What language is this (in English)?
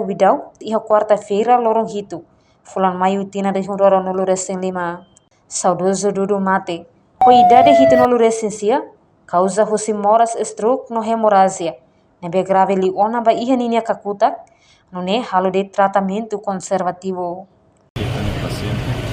Tetum